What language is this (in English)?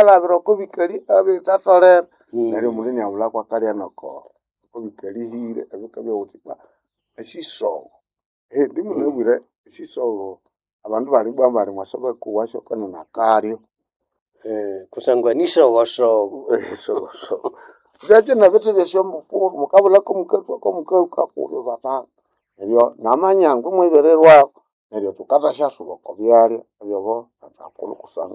Nande